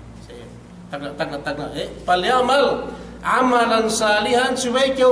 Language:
Yakan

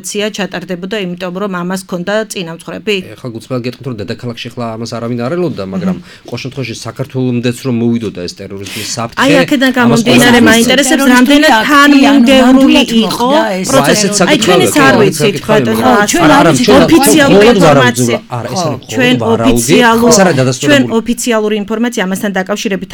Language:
Georgian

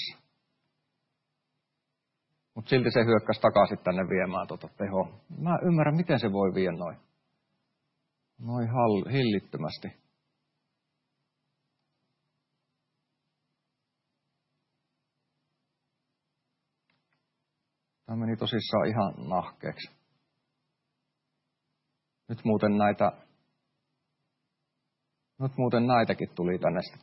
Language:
Finnish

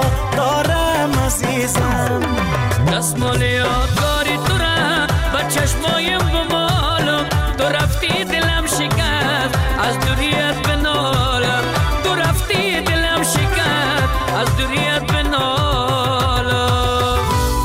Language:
Persian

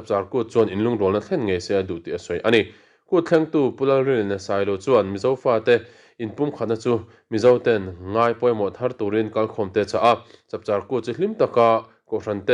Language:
Mizo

